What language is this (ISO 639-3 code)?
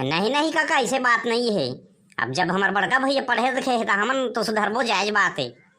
hne